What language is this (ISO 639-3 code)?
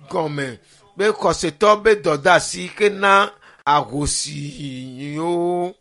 ewe